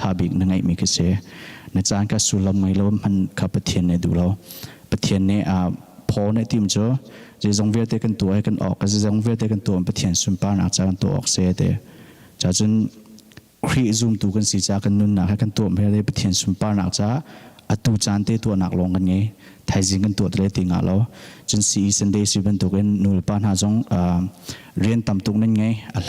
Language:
Hakha Chin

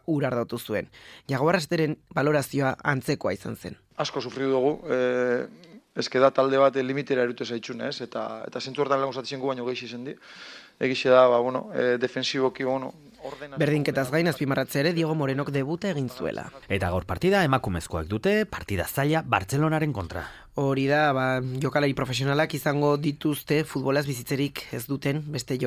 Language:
Basque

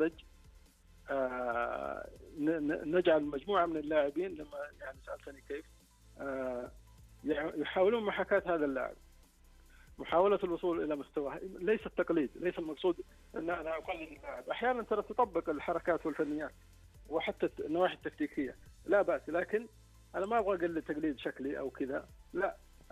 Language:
Arabic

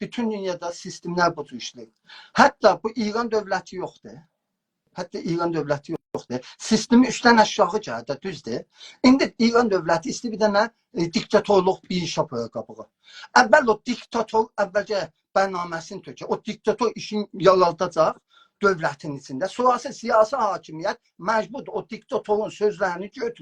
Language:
South Azerbaijani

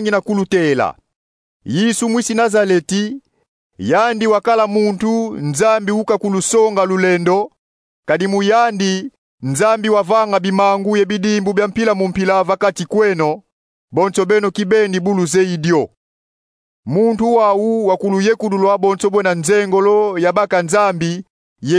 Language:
Kongo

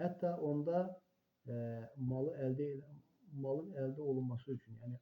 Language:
Azerbaijani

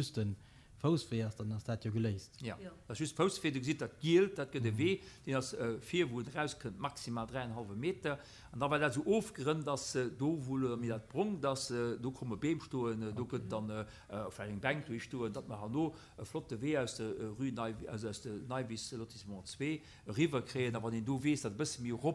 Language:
Luxembourgish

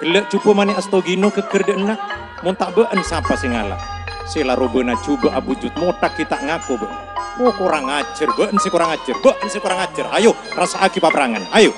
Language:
Madurese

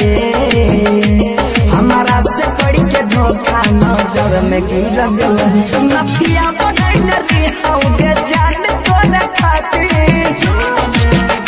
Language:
Bhojpuri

